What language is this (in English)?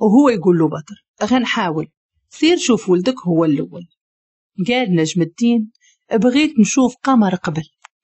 Moroccan Arabic